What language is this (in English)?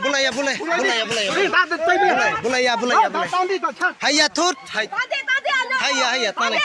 Kok Borok